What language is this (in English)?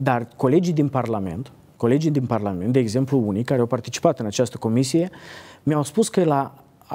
Romanian